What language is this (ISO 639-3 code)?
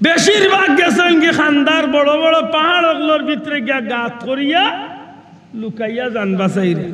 syl